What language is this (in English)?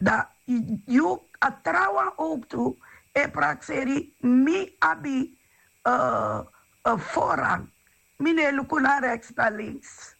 Sranan Tongo